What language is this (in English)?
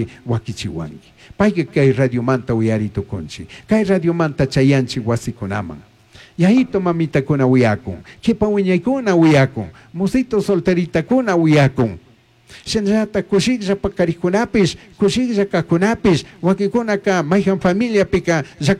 Chimborazo Highland Quichua